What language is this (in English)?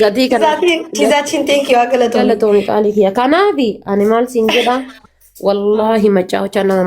Oromo